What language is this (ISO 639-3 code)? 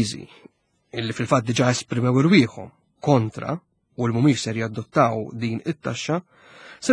mlt